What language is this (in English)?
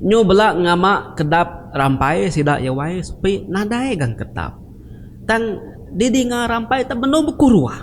Iban